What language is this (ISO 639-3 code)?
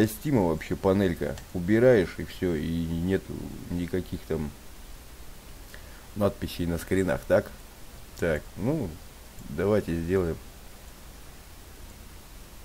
rus